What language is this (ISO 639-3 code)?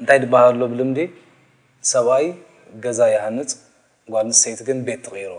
tir